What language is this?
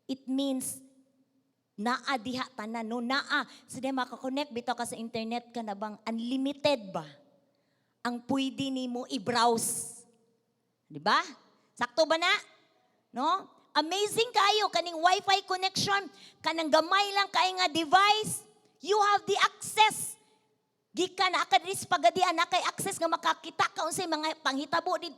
Cebuano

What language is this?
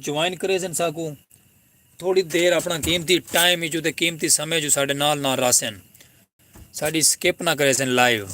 Saraiki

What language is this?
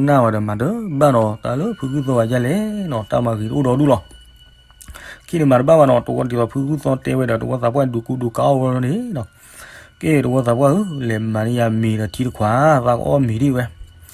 S'gaw Karen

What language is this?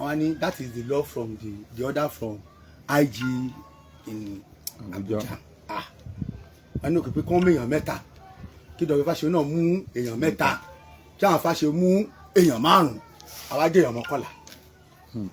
Yoruba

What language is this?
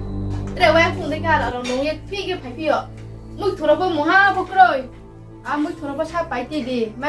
Riang (India)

